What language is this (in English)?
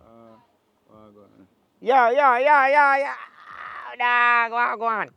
Jamaican Creole English